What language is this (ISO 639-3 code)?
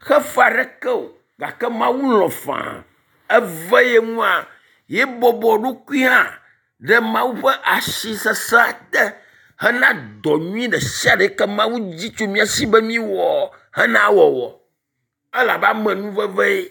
ewe